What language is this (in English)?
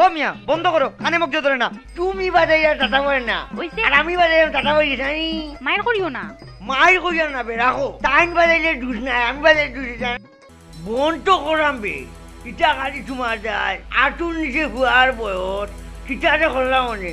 Sylheti